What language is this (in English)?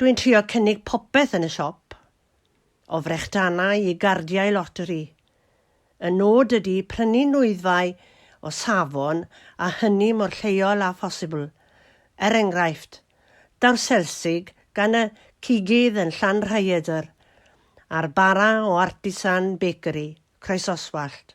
Welsh